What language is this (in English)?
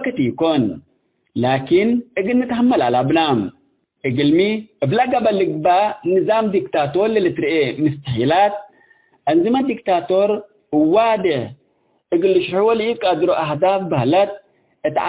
Tigre